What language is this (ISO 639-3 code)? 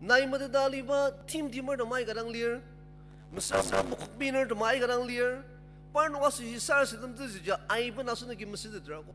njo